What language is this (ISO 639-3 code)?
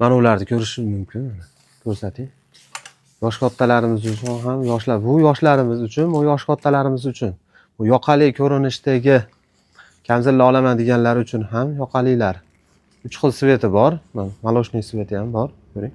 uzb